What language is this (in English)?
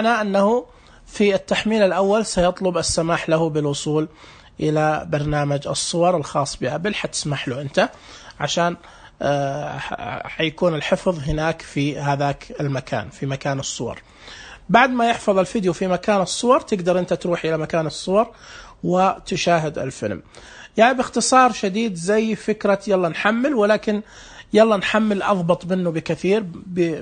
Najdi Arabic